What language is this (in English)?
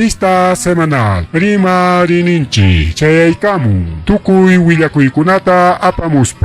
Ayacucho Quechua